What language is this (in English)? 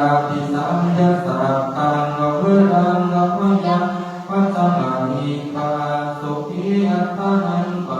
Pali